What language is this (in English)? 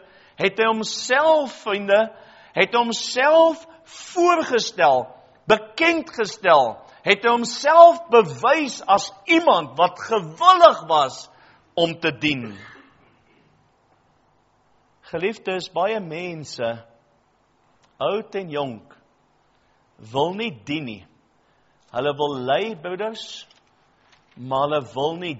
Afrikaans